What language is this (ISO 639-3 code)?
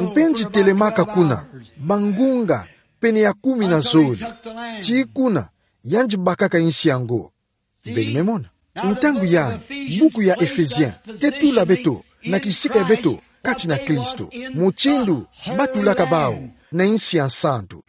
ktu